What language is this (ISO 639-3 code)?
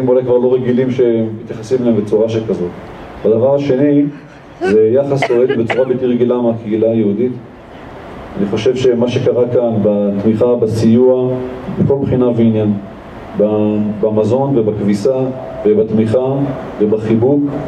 heb